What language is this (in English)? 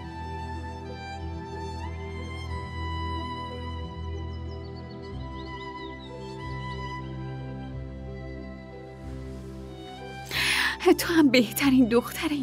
Persian